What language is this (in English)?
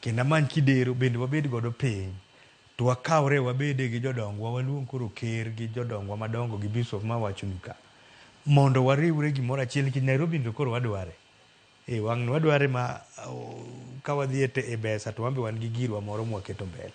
Luo (Kenya and Tanzania)